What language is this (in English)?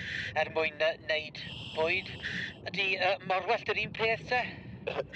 Welsh